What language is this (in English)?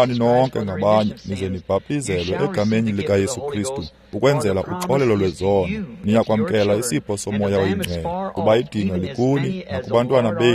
Xhosa